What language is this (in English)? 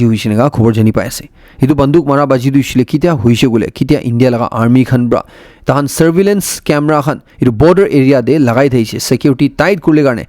Naga Pidgin